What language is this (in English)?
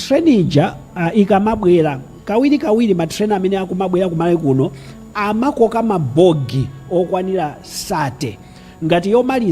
Nyanja